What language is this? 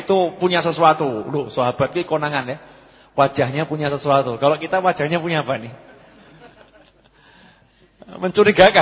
Indonesian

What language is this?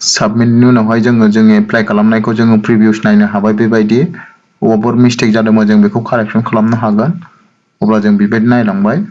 Bodo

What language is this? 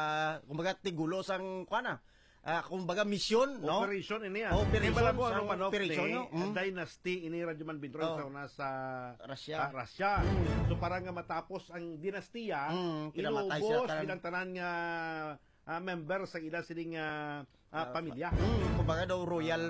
Hiligaynon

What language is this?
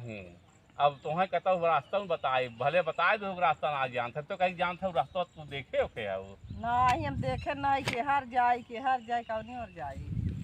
Awadhi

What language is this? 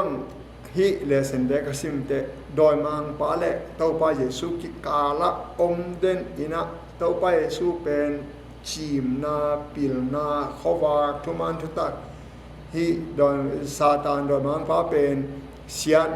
Tedim Chin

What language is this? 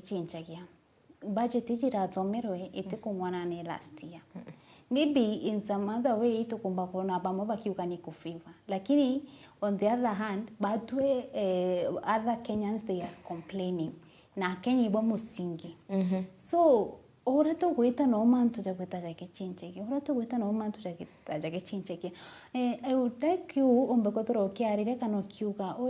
Meru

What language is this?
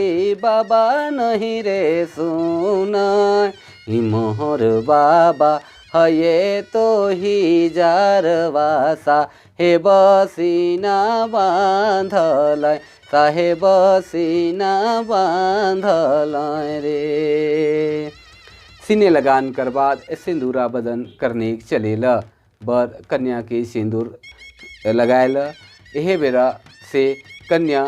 Sadri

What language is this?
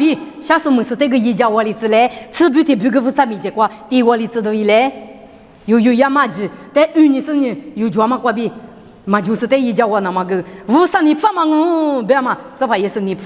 Lisu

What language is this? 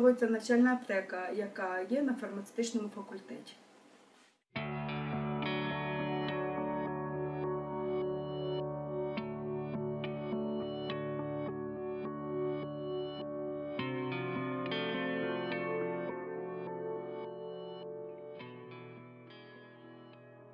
Ukrainian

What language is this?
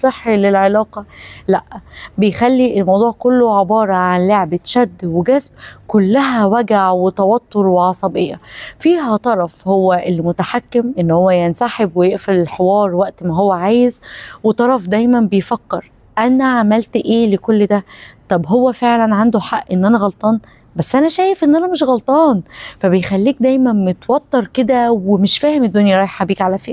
Egyptian Arabic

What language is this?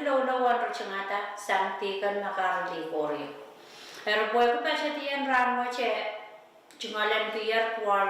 Pohnpeian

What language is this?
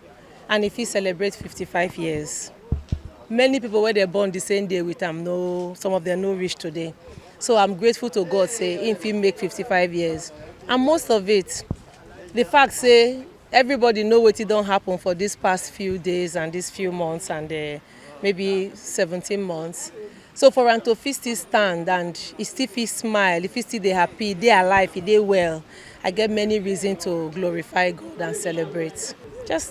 Nigerian Pidgin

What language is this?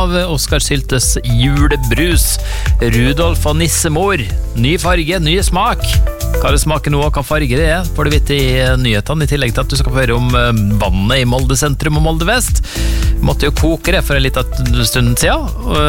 Norwegian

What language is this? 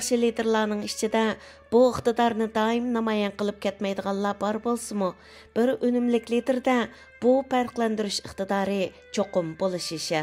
Uyghur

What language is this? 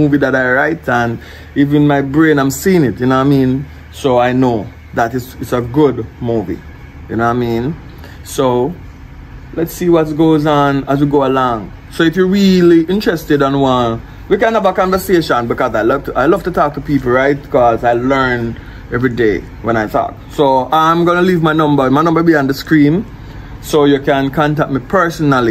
Jamaican Creole English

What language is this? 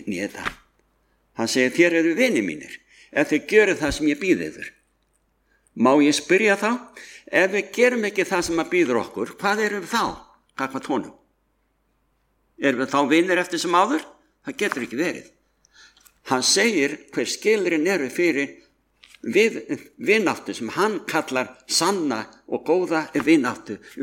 Icelandic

